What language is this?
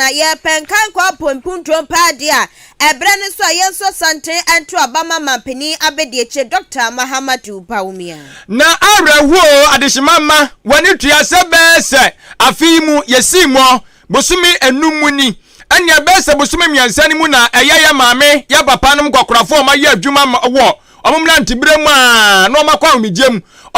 Akan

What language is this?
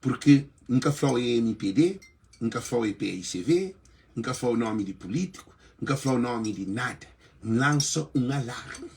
Kabuverdianu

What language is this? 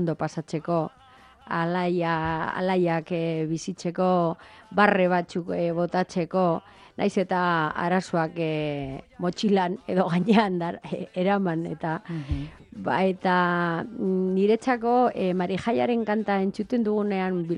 Basque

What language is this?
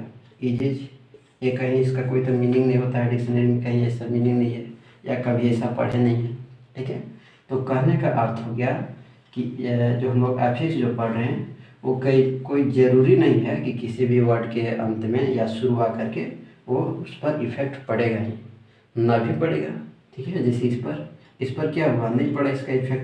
Hindi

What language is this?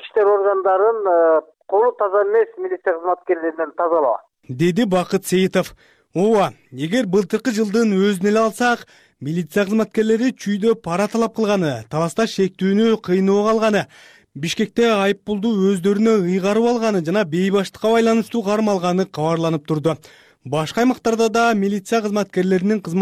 Kyrgyz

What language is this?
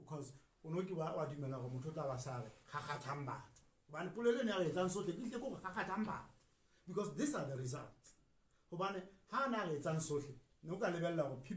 Southern Sotho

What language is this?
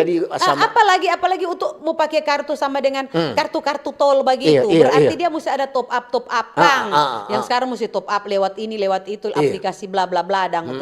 Manado Malay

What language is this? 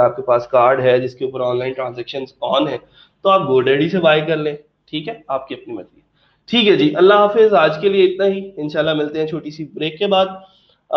Hindi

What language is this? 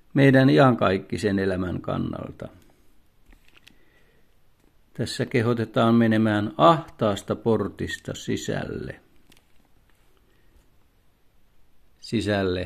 Finnish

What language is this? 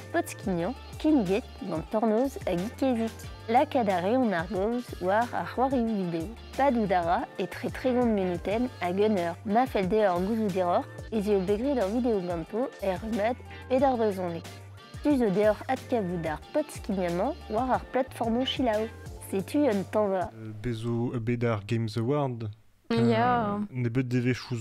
Breton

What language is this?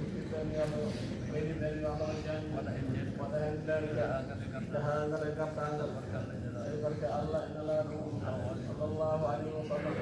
Fula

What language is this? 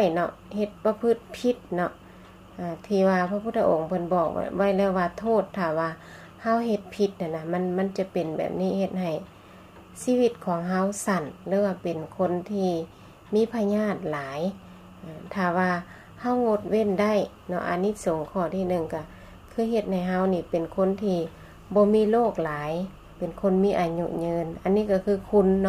Lao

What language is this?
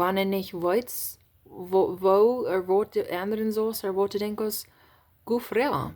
Plautdietsch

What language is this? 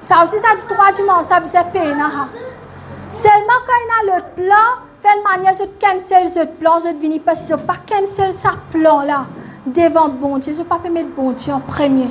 Morisyen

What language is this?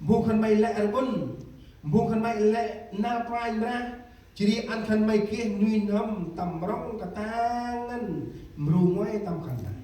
Central Mnong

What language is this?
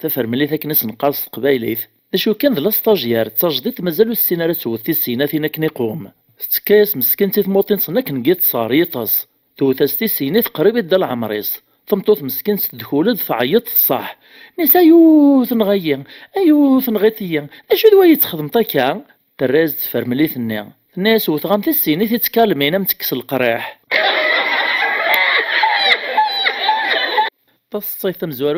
Kabyle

